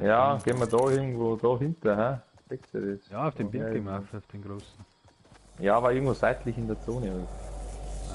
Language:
Bavarian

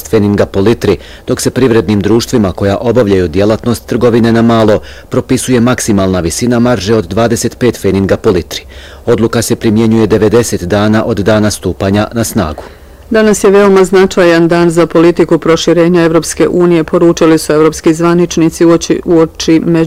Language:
Bosnian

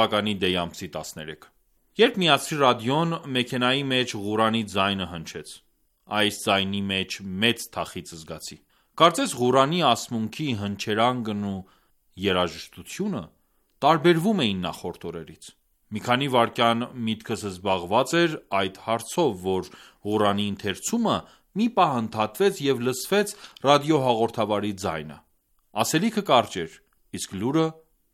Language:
Armenian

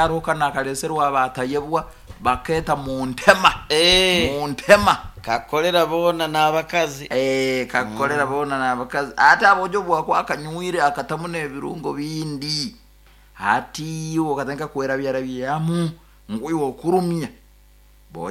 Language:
Nyoro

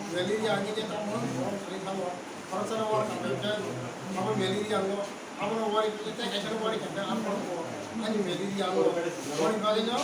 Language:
Kok Borok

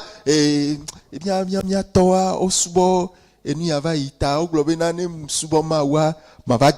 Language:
Ewe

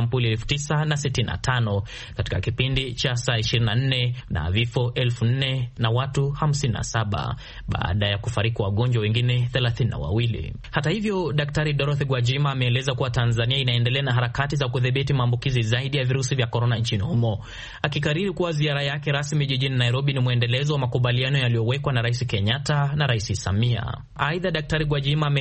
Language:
Swahili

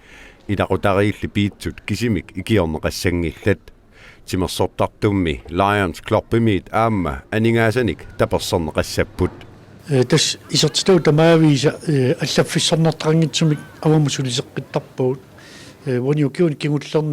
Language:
Kalaallisut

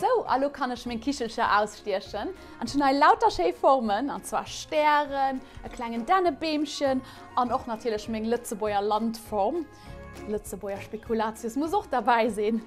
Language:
Luxembourgish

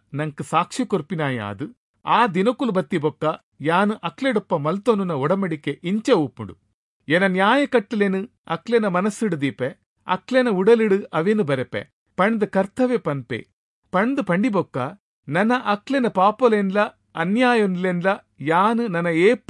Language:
Tulu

